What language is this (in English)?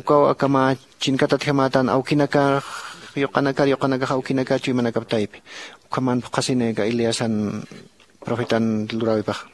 Aymara